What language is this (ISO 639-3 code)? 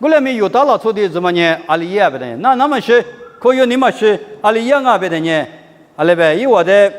lis